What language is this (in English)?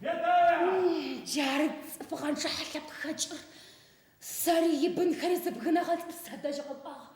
Adyghe